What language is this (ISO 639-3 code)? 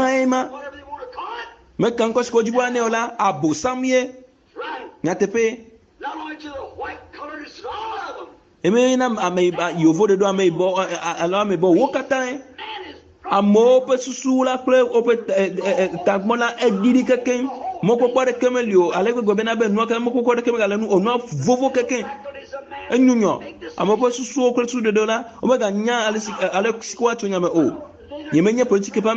ewe